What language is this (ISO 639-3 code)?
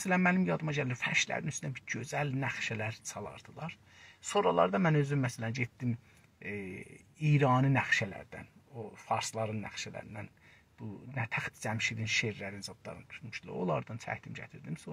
azb